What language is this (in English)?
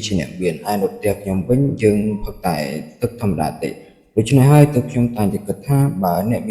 Khmer